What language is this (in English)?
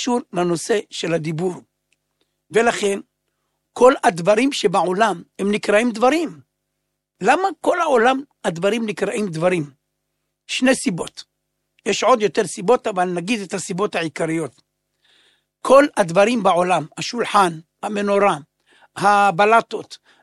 Hebrew